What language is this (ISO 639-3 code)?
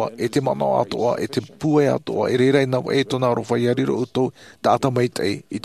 tah